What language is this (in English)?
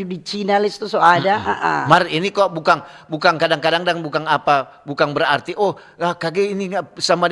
Manado Malay